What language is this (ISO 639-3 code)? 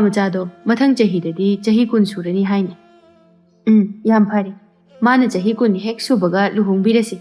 mni